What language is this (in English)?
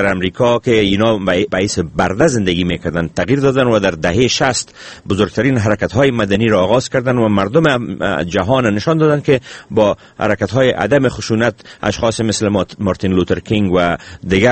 Persian